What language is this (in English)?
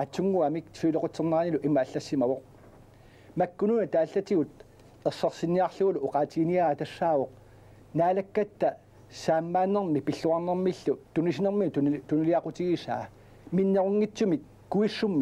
Kalaallisut